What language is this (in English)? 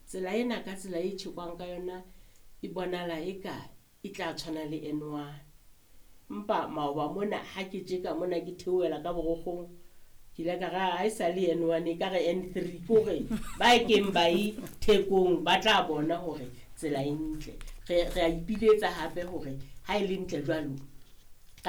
Southern Sotho